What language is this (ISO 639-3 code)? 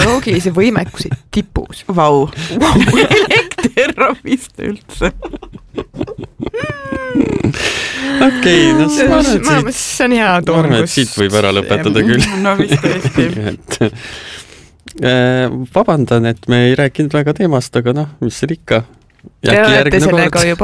est